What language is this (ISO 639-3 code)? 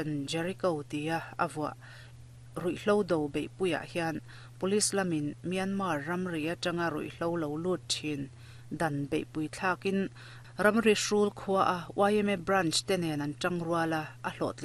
lus